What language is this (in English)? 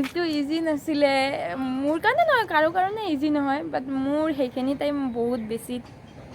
Assamese